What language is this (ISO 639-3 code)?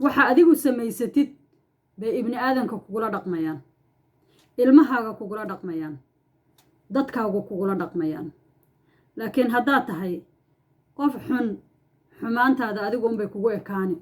som